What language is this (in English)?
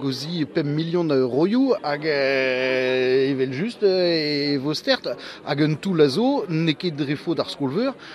Breton